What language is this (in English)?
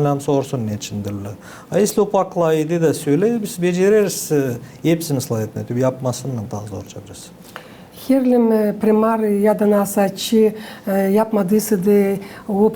Gagauz